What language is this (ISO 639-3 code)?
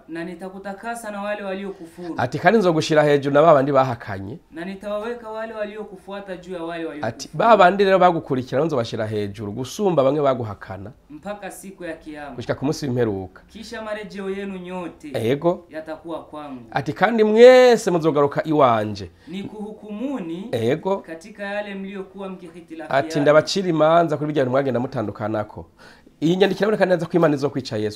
run